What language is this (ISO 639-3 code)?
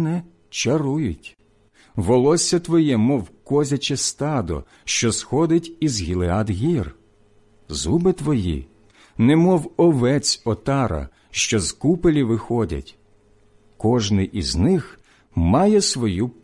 ukr